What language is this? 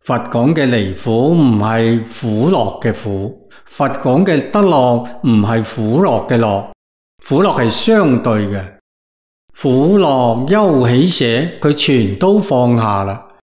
Cantonese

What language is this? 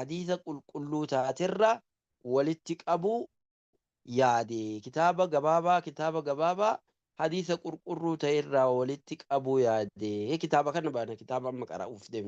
Oromo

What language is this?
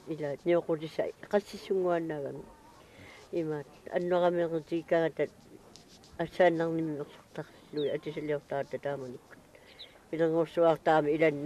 Kalaallisut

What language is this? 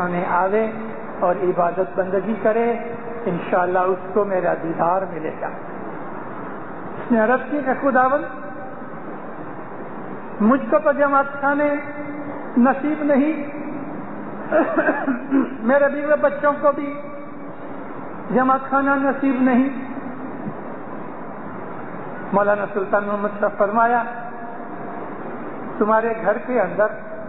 Urdu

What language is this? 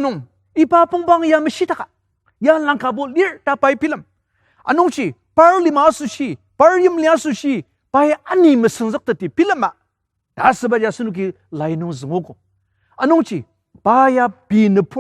Ao Naga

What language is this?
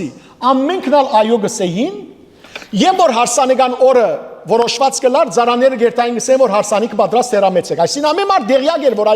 Western Armenian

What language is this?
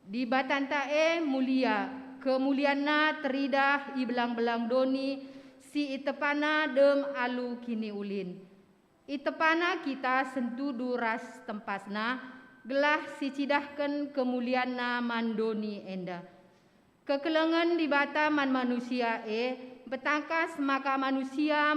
Batak Karo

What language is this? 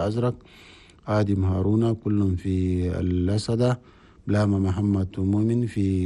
Chadian Arabic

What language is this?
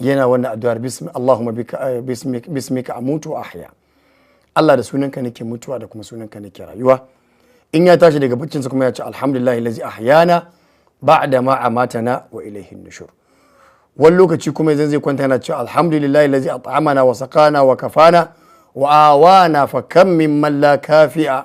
Hausa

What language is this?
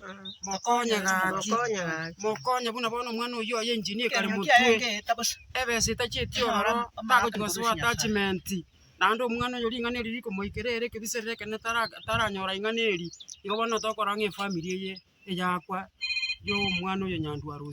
Gusii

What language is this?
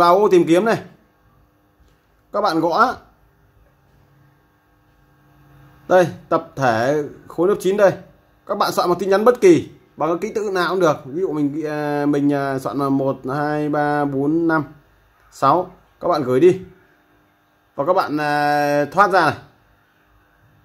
Vietnamese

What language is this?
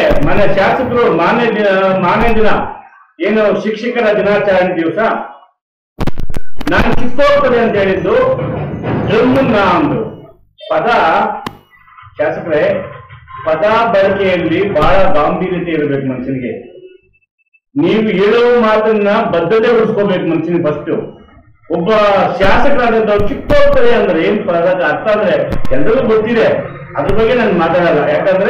Kannada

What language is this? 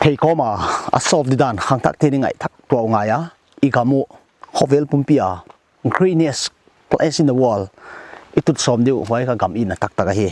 Paite Chin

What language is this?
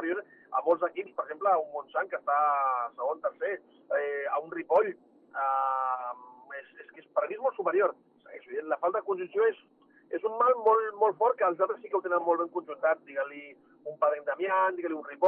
Catalan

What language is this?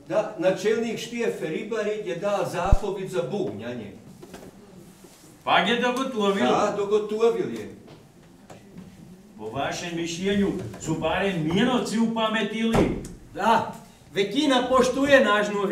Croatian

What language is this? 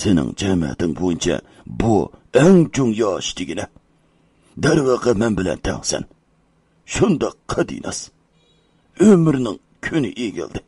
Uyghur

